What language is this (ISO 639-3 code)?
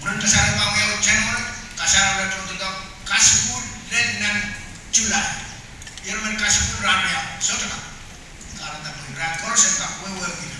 pon